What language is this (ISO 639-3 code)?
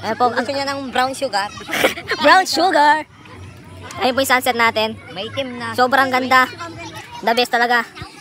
fil